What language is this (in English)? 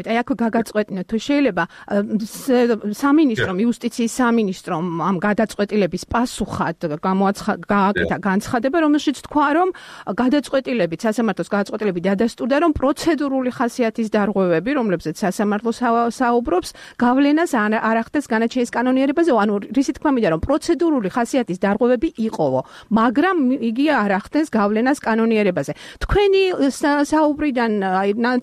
Georgian